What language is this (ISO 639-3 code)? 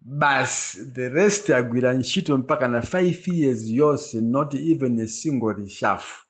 nya